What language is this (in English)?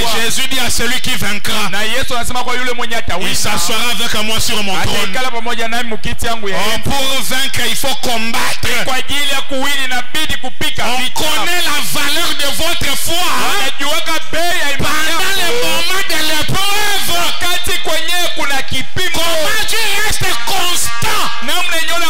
Swahili